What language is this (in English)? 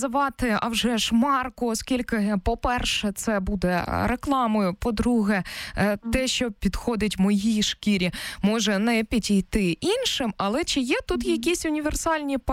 Ukrainian